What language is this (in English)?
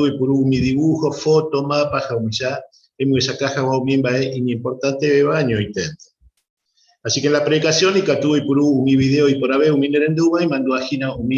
Guarani